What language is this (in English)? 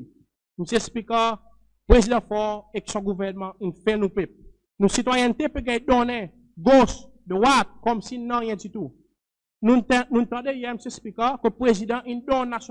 Seselwa Creole French